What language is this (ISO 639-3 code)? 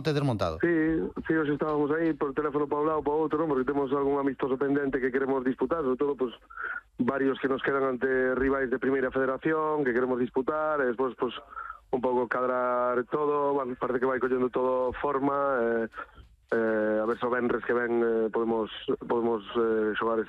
glg